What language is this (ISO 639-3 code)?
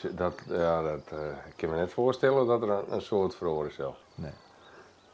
fry